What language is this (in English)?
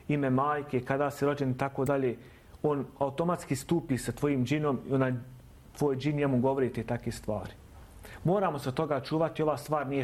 Bosnian